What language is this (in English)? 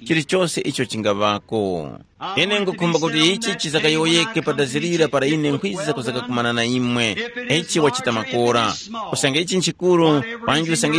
Tumbuka